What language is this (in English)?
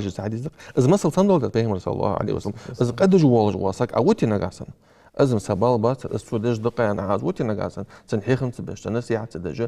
Ingush